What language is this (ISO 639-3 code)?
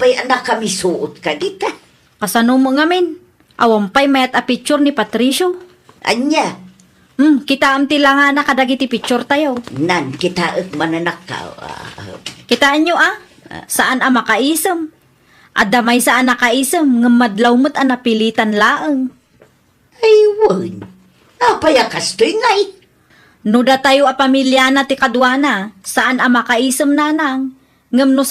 ilo